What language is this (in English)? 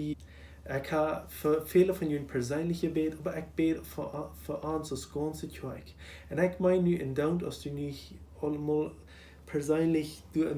Plautdietsch